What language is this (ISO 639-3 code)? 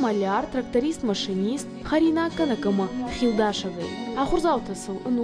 oss